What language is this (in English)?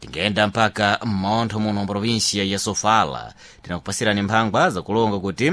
Sena